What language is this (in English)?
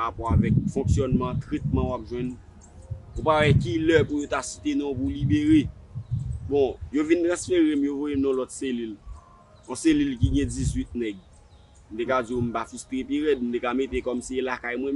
Haitian Creole